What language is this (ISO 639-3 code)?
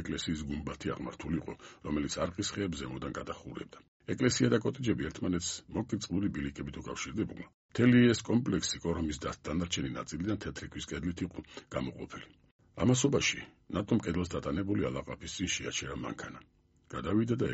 kat